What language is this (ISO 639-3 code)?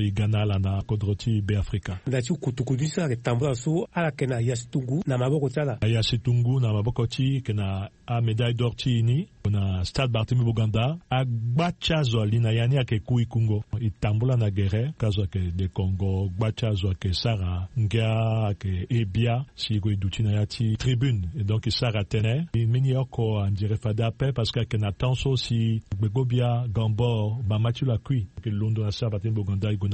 sag